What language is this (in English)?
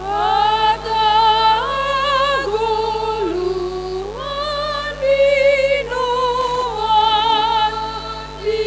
Batak Simalungun